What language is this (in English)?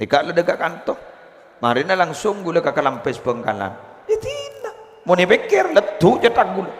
Madurese